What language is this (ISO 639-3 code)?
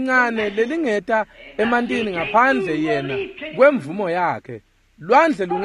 ssw